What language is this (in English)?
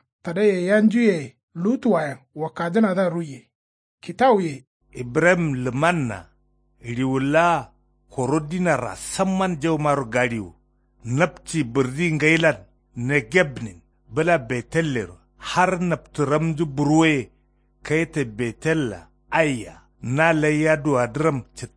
Kanuri